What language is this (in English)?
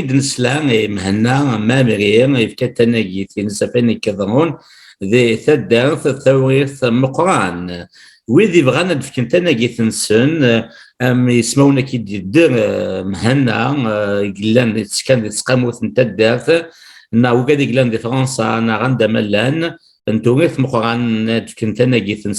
Kabyle